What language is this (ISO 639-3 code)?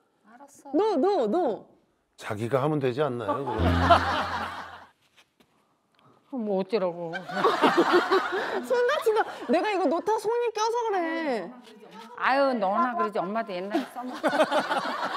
kor